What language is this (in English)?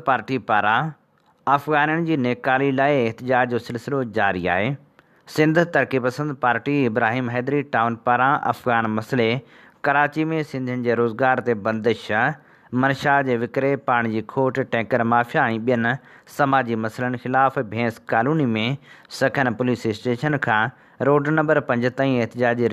Sindhi